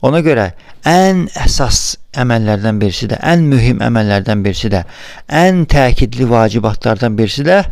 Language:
Azerbaijani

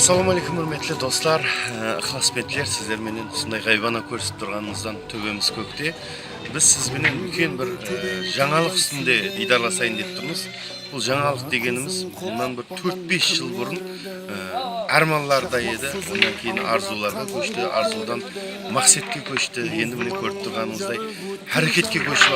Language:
Kara-Kalpak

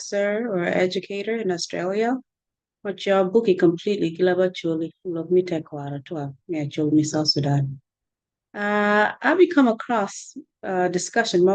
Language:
Acoli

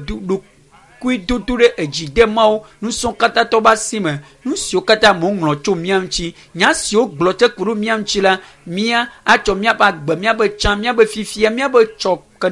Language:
Ewe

